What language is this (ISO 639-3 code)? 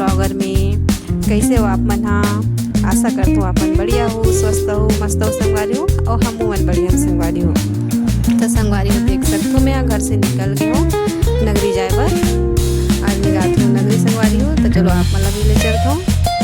hne